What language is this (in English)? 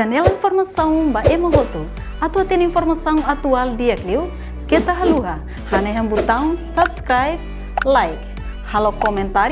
Tetum